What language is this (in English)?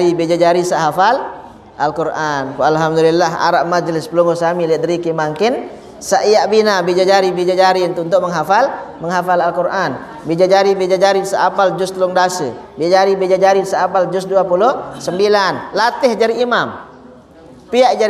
Sasak